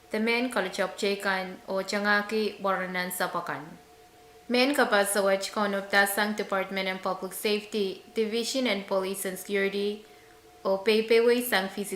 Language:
Pohnpeian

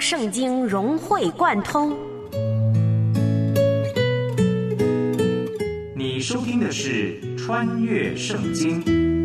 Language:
Chinese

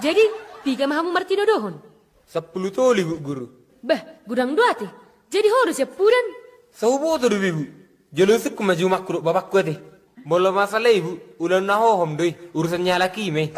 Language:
Batak Toba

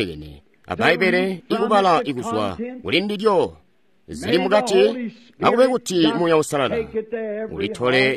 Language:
Tonga (Zambia)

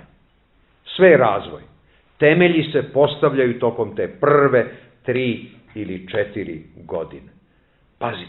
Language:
Serbian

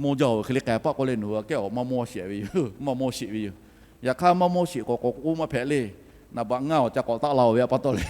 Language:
Lahu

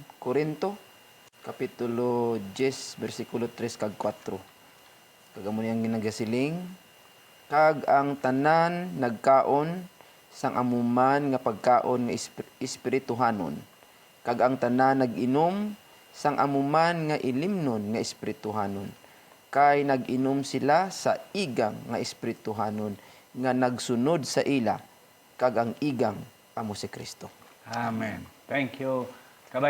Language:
Hiligaynon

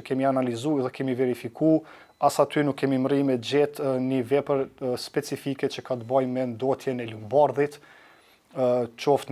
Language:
Albanian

